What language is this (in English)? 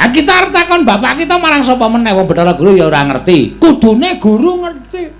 Javanese